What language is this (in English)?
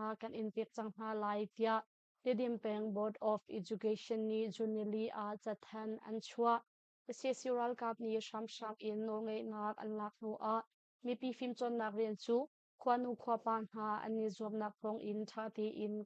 Hakha Chin